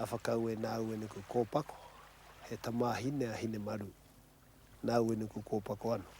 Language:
Māori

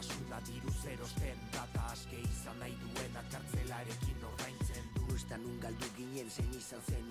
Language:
Basque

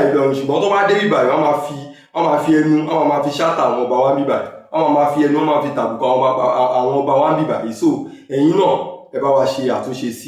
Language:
Yoruba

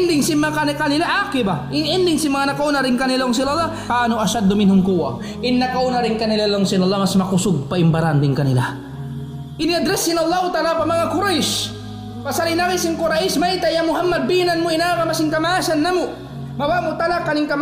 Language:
Tausug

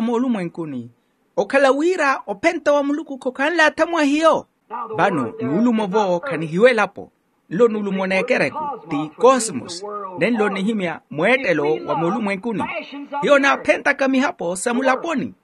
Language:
Makhuwa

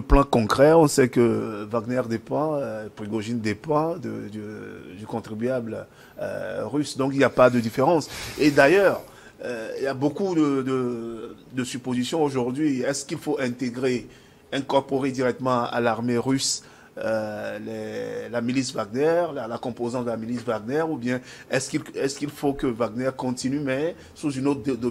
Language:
French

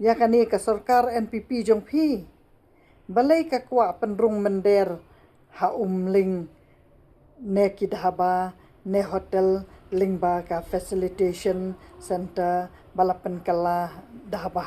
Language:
Khasi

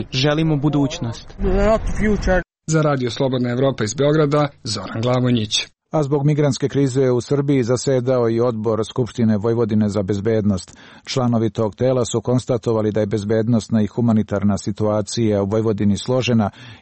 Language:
Serbian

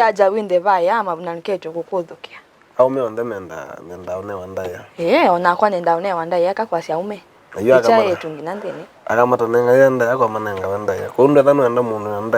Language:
Kamba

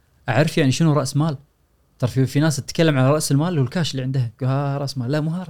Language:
Gulf Arabic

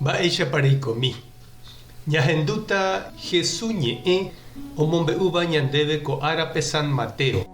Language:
Guarani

